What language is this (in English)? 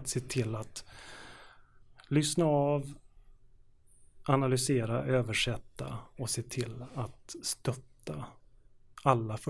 Swedish